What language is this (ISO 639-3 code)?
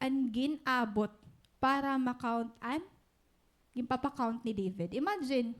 war